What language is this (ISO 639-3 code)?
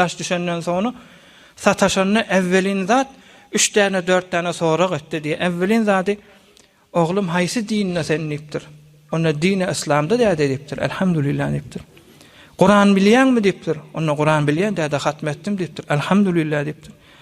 tuk